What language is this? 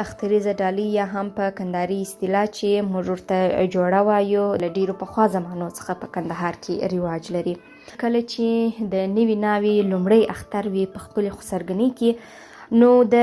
Pashto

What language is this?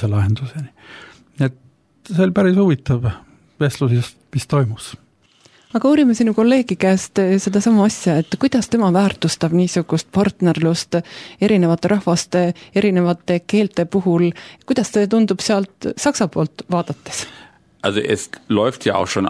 Estonian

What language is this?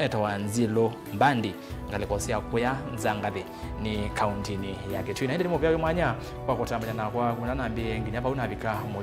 Kamba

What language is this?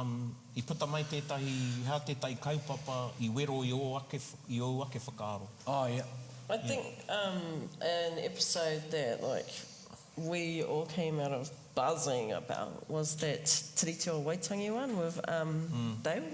Māori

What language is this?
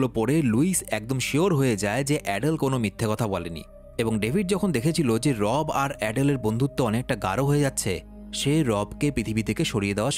Bangla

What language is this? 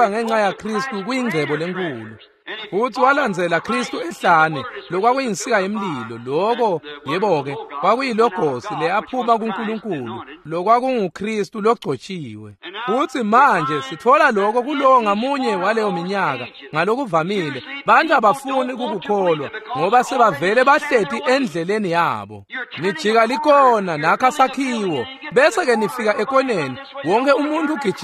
Swati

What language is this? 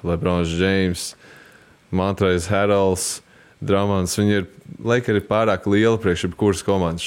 Latvian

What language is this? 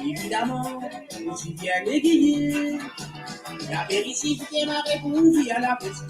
Morisyen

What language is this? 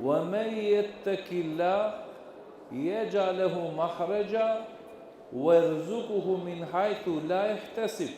Balkan Romani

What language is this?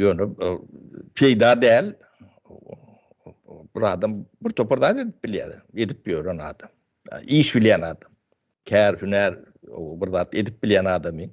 Turkmen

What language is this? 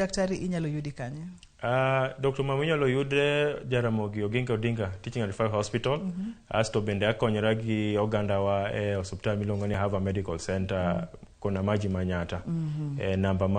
Luo (Kenya and Tanzania)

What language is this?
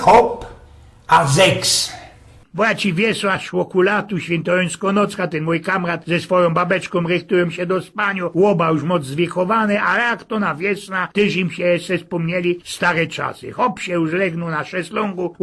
Silesian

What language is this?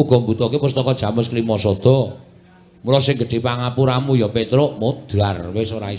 Javanese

